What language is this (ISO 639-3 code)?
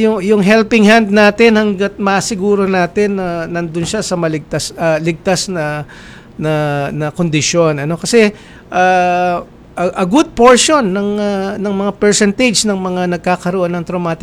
fil